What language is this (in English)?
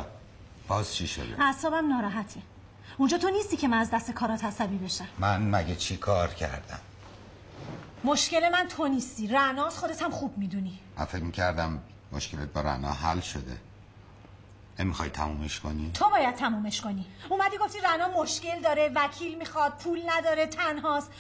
Persian